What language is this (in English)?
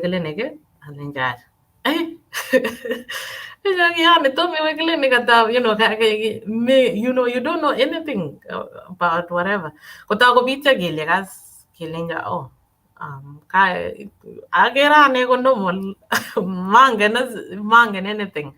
Kalenjin